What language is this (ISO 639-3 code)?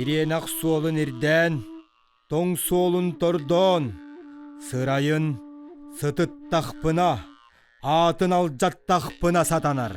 sah